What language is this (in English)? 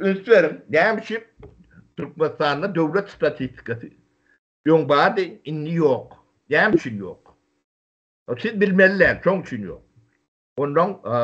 Turkmen